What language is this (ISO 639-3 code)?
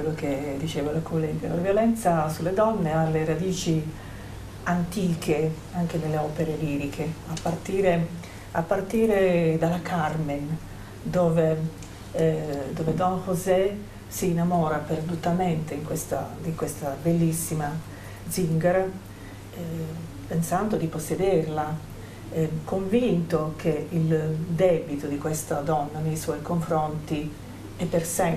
ita